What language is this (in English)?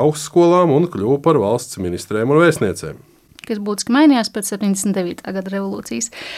Latvian